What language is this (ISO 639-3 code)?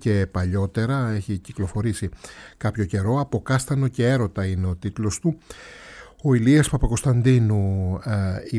ell